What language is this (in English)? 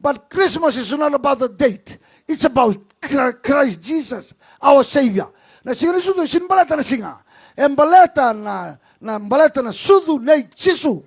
Fijian